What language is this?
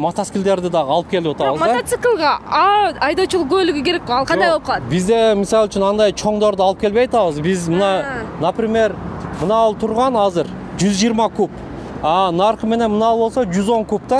Kyrgyz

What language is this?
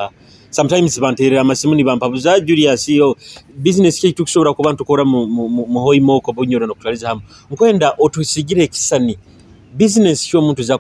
Nyoro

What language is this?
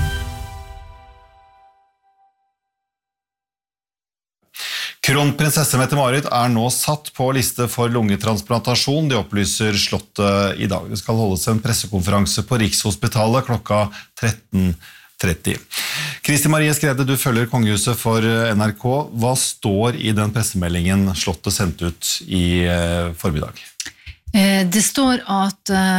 Norwegian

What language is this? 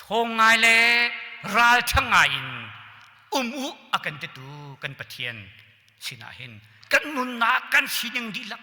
Hakha Chin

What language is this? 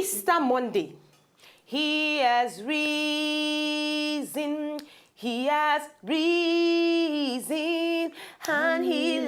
Nigerian Pidgin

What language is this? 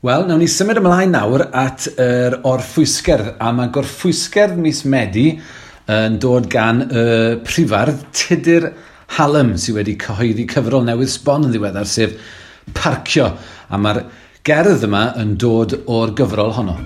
Welsh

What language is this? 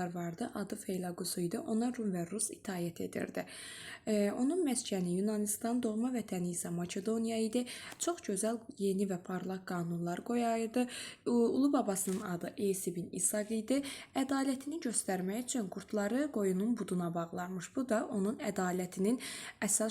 Azerbaijani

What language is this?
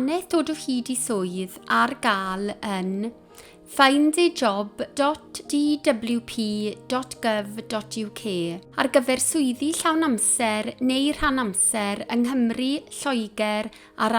Welsh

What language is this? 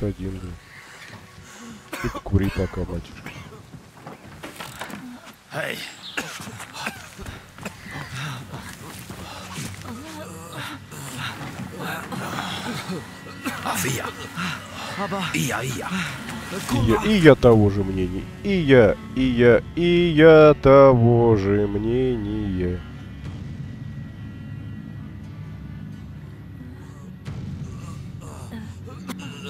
Russian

